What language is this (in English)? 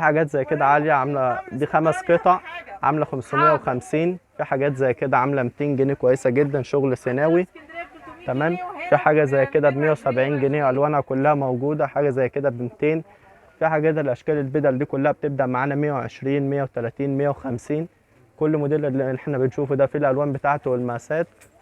Egyptian Arabic